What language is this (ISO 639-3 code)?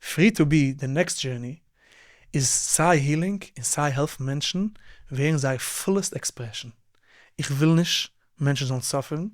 yid